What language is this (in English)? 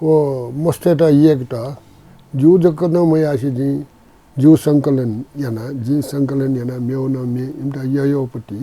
Newari